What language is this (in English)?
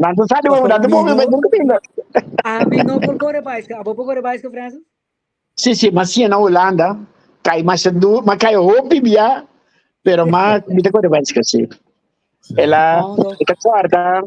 Papiamento